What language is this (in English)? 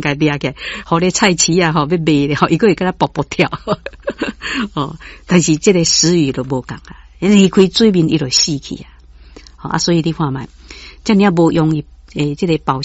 Min Nan Chinese